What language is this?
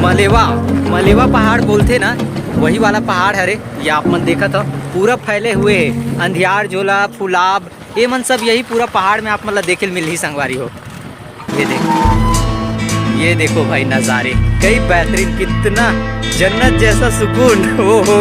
Chhattisgarhi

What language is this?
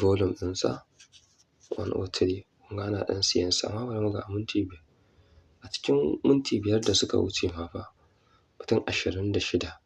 Hausa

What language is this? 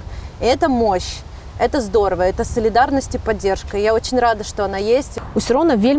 Russian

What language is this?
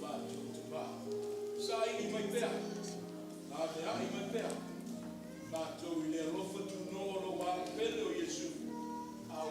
Samoan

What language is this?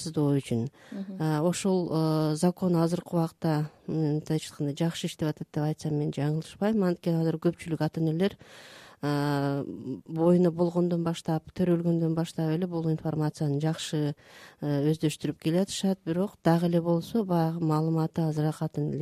Kyrgyz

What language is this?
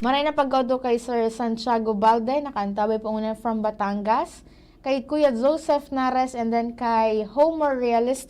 Bikol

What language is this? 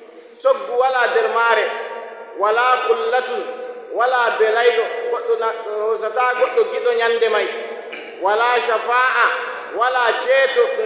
Nigerian Fulfulde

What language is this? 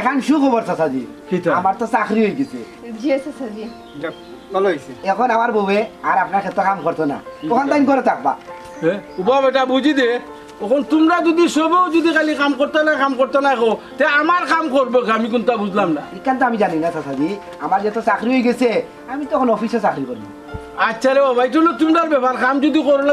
Sylheti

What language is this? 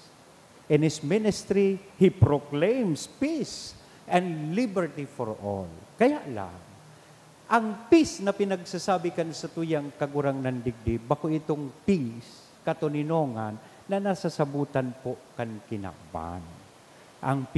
Bikol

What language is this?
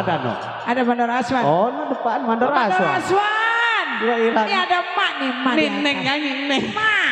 Betawi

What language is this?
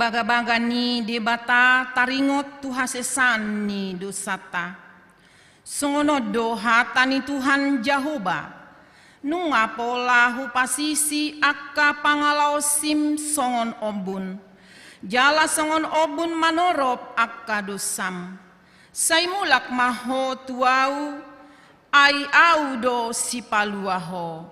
Batak Toba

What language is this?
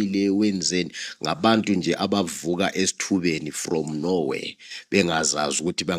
Zulu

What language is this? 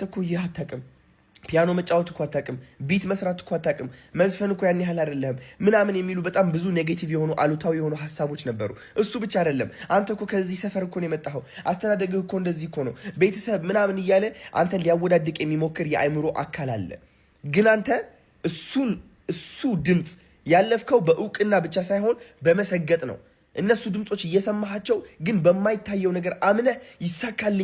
Amharic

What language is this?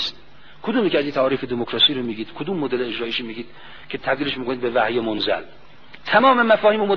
Persian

